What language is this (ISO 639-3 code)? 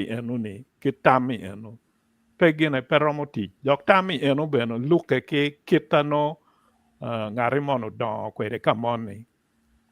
ach